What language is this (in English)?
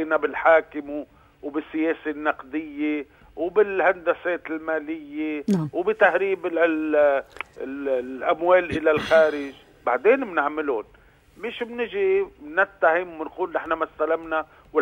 North Levantine Arabic